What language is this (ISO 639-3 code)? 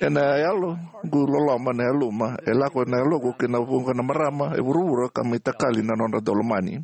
fij